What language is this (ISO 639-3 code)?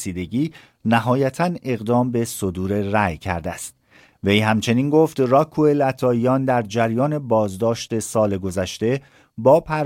fas